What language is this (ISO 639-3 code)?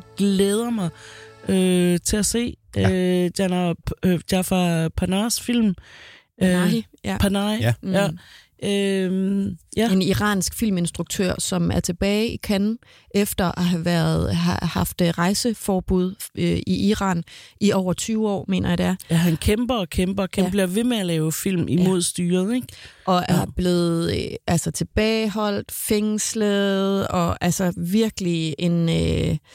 dan